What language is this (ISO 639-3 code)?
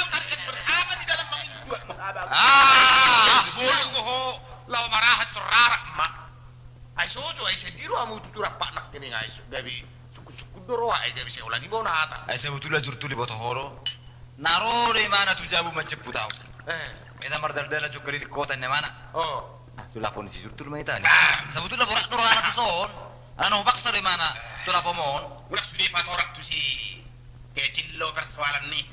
bbc